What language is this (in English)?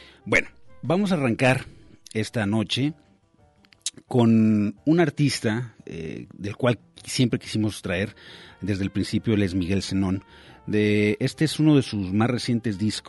Spanish